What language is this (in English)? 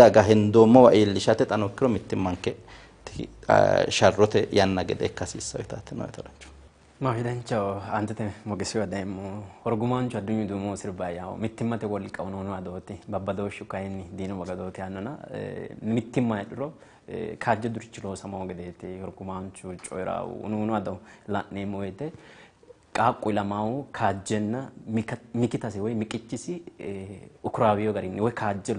Sidamo